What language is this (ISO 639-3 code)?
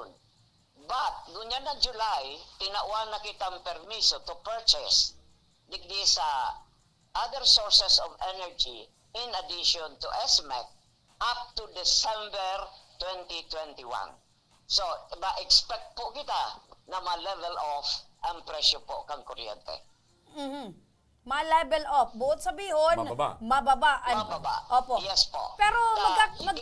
bik